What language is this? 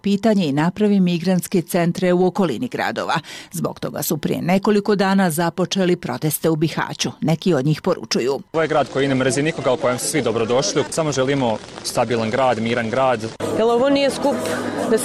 Bosnian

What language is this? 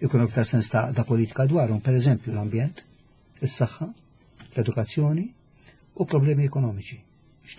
Maltese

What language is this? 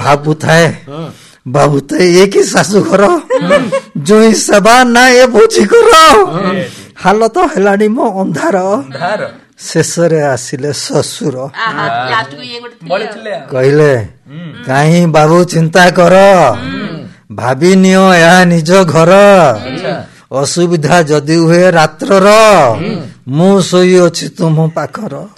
Odia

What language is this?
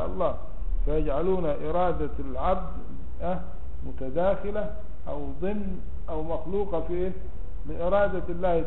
Arabic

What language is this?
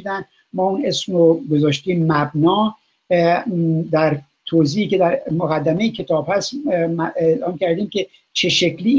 Persian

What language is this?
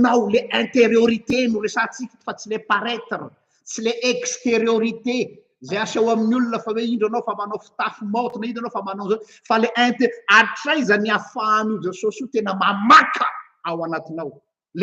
Malagasy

